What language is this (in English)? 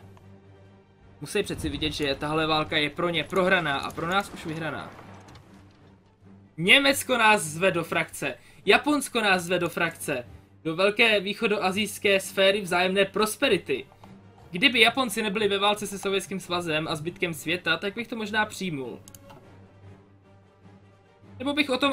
Czech